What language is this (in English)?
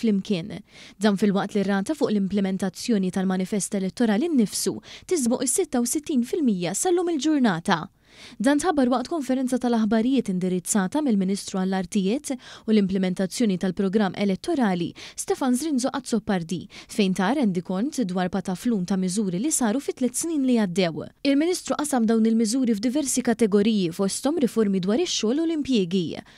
Maltese